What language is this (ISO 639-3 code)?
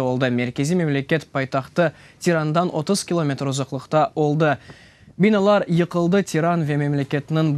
crh